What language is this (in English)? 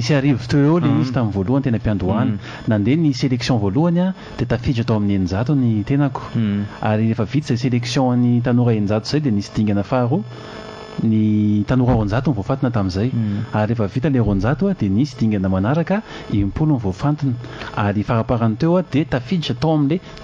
Malagasy